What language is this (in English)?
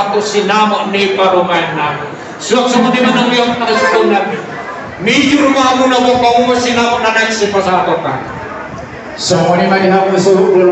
Batak Toba